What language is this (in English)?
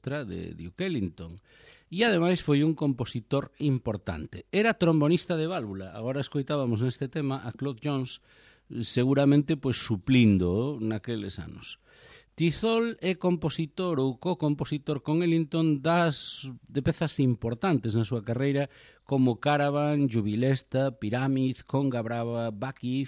Galician